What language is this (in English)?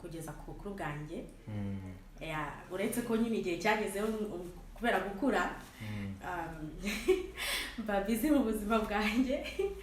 Kinyarwanda